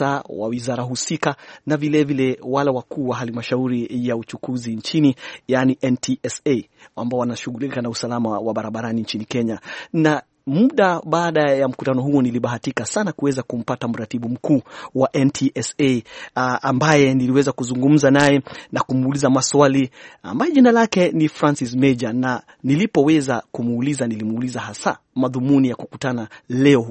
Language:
Swahili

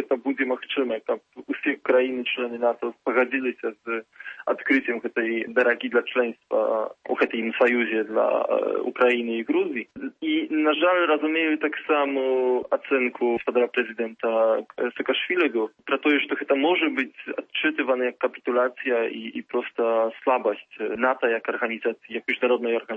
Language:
Belarusian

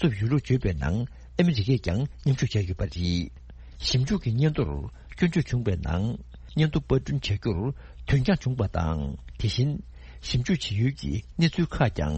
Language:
Tibetan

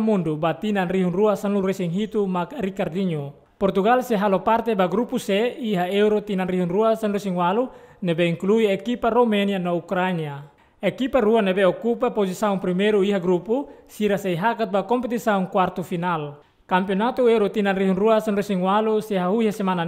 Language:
Tetum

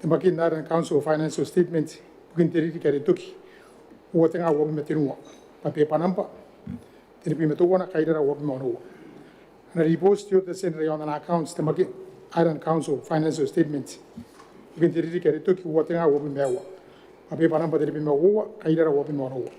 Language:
Gilbertese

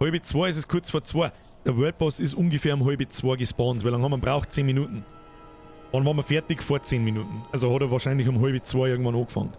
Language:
Bavarian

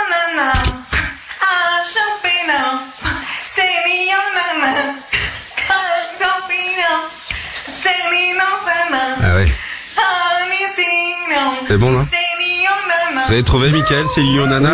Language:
French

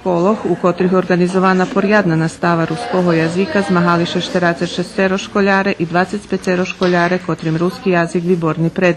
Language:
Rusyn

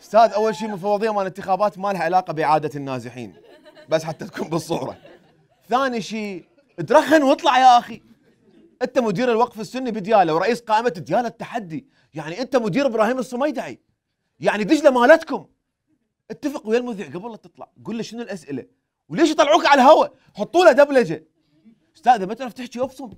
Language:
Mesopotamian Arabic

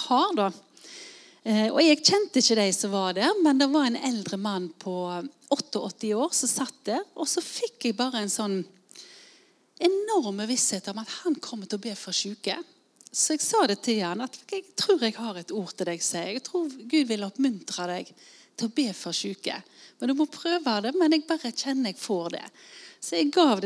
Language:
Norwegian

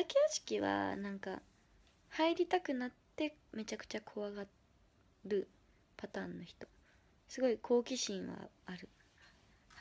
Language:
Japanese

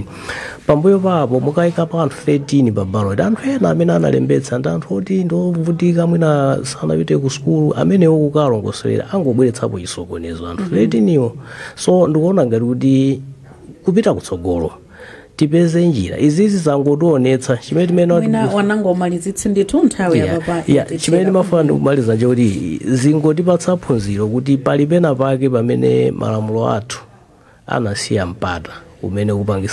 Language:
Nyanja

